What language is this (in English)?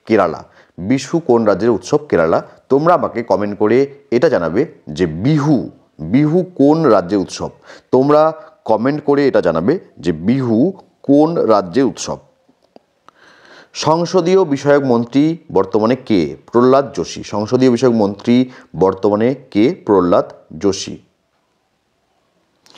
Bangla